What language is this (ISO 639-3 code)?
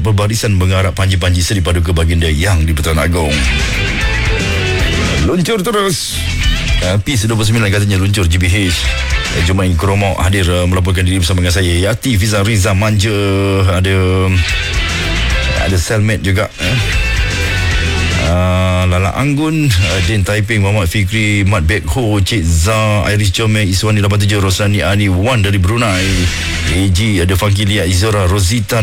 msa